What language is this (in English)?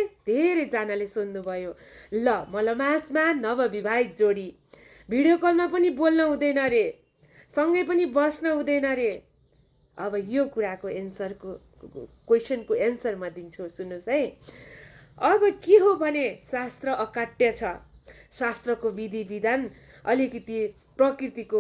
Nepali